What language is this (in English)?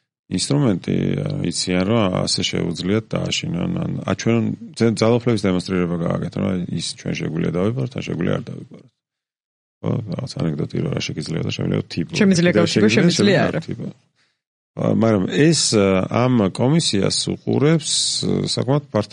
Georgian